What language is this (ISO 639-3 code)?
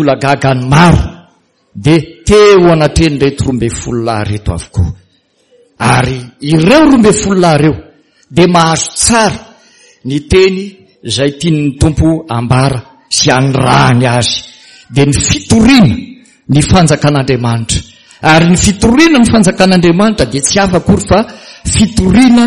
mlg